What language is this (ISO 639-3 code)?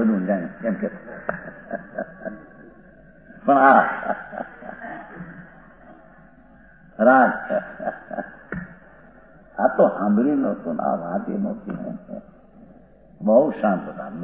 guj